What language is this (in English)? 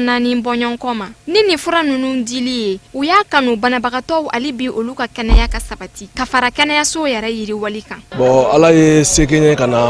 Bambara